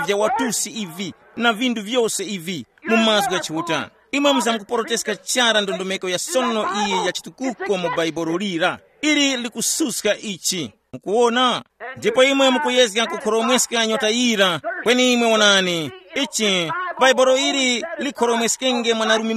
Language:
Tumbuka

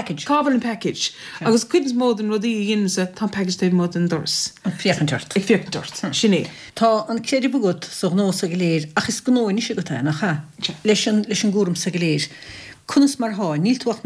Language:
Irish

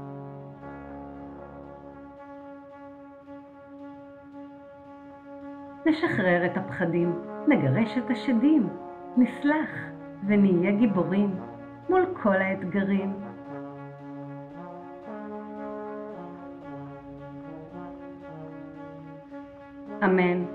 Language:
Hebrew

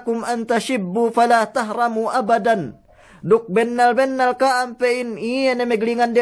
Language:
Yakan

